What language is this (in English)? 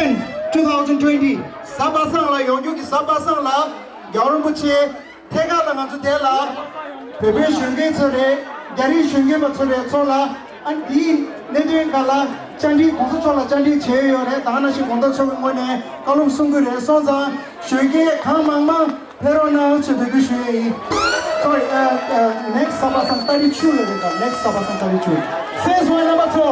Tibetan